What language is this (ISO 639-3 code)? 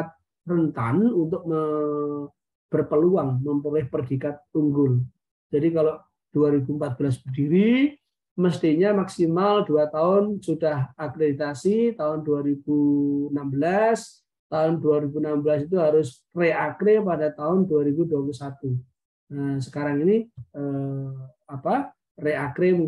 ind